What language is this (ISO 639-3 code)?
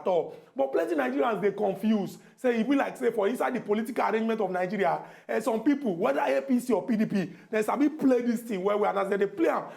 pcm